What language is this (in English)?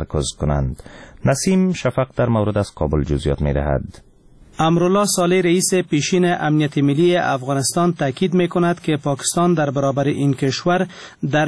Persian